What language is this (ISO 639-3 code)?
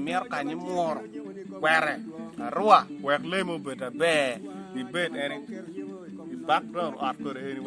ach